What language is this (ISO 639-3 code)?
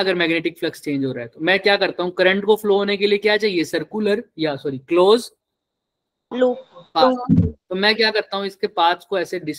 hin